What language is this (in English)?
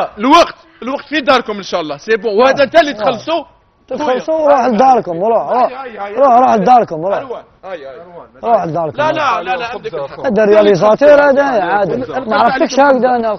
Algerian Arabic